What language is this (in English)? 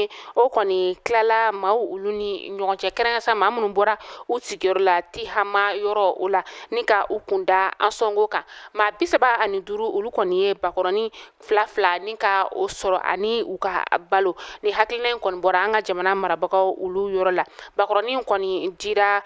Bambara